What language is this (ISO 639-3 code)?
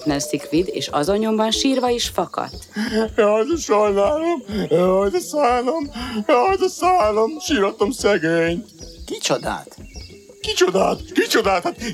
hun